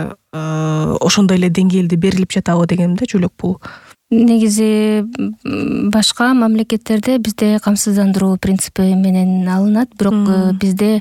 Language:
Kyrgyz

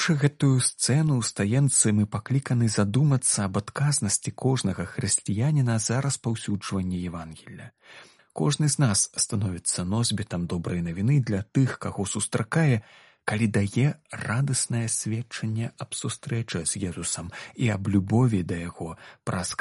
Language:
Belarusian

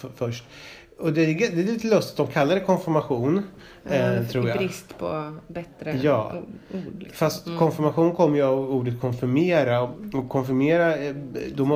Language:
Swedish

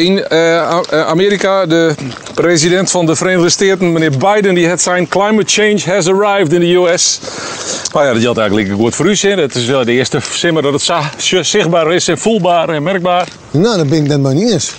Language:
Western Frisian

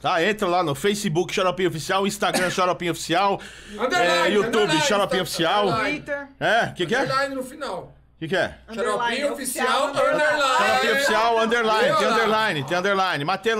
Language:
Portuguese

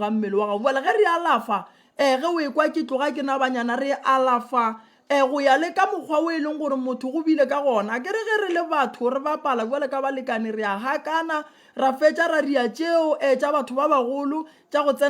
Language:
Northern Sotho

